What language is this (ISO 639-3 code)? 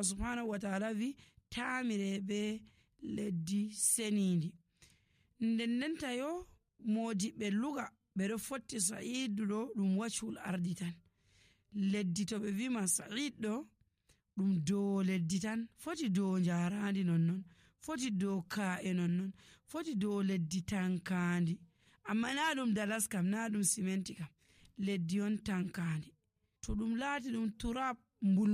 fuv